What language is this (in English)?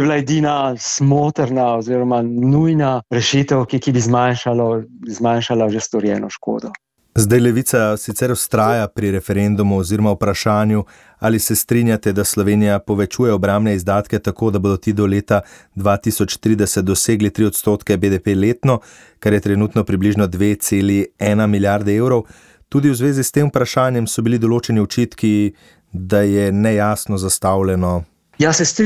Slovenian